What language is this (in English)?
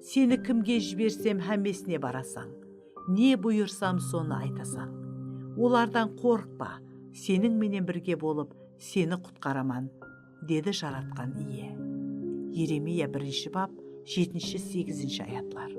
Kara-Kalpak